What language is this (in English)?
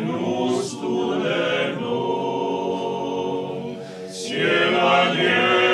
Croatian